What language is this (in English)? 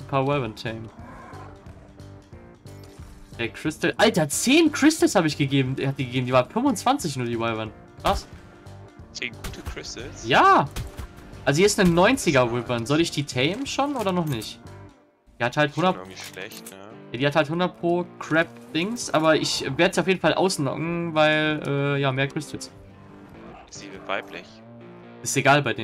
German